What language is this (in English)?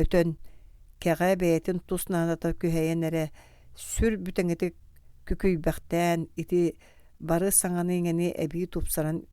Yakut